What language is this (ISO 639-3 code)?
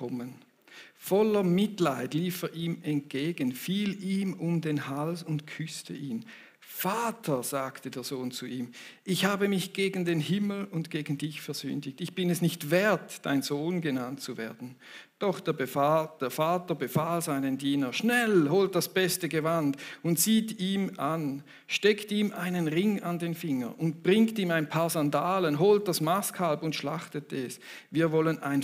gsw